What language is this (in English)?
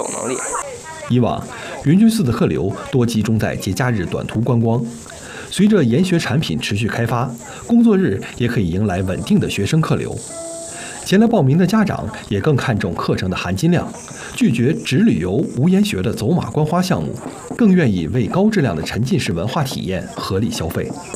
Chinese